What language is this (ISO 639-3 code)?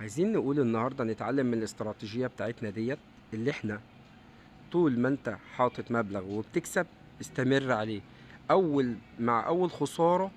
arz